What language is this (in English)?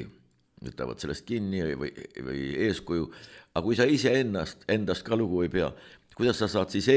Estonian